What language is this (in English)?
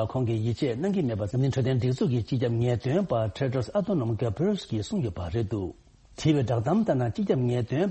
Tibetan